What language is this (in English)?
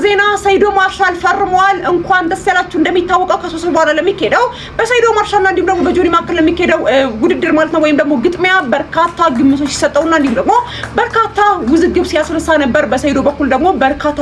Amharic